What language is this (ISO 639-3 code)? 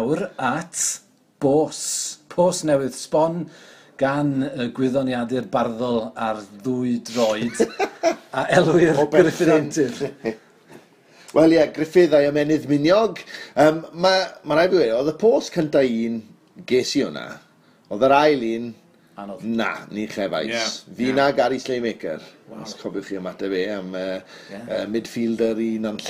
cym